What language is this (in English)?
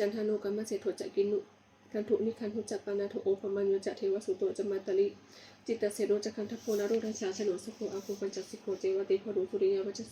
Pali